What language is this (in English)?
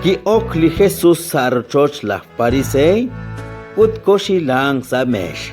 Kekchí